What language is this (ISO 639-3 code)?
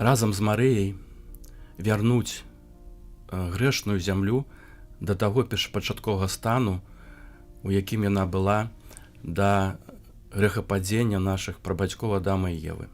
bel